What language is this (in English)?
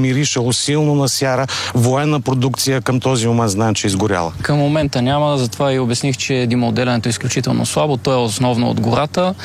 Bulgarian